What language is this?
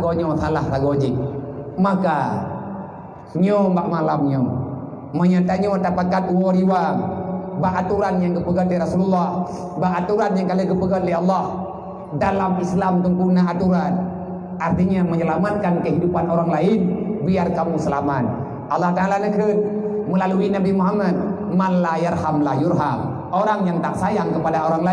Achinese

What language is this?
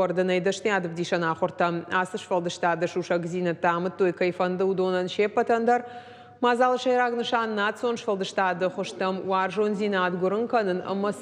Ossetic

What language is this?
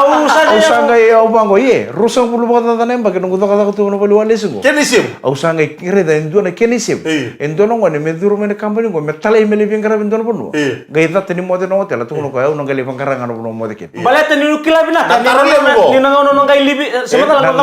Fijian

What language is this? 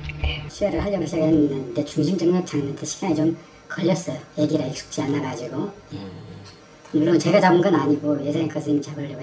Korean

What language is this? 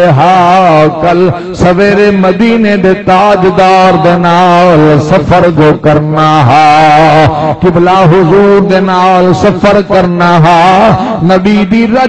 Saraiki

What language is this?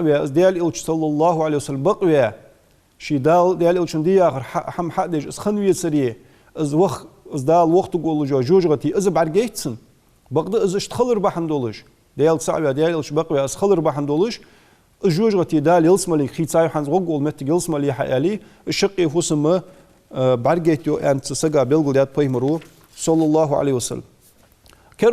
Ingush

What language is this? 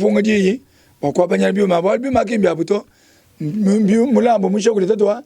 Luba-Lulua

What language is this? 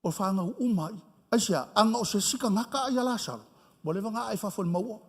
Samoan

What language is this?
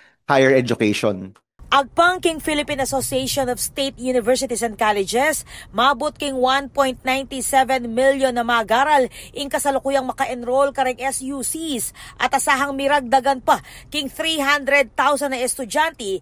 Pampanga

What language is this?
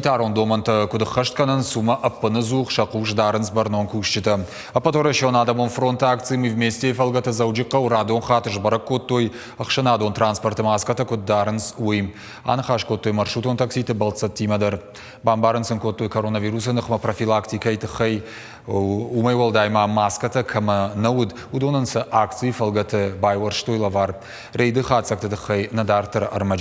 Ossetic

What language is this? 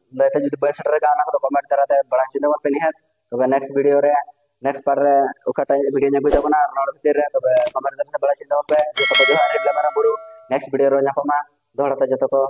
Santali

